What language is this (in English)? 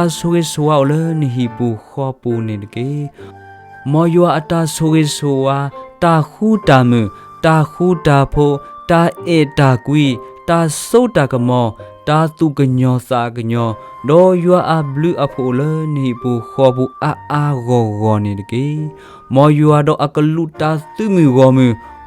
S'gaw Karen